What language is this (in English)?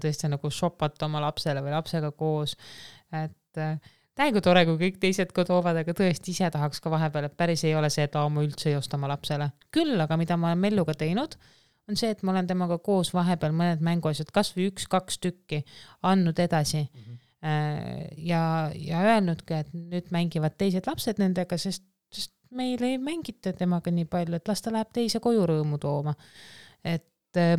Estonian